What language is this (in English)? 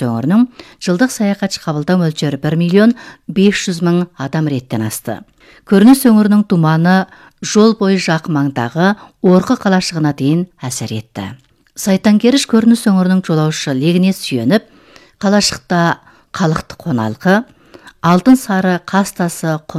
Kazakh